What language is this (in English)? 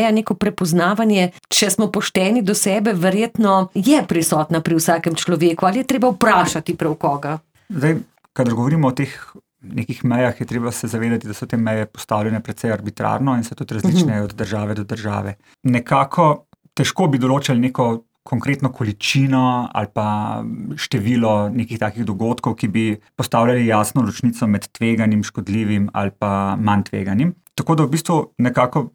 Slovenian